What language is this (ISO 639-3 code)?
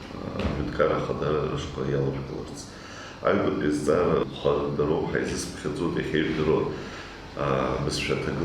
abk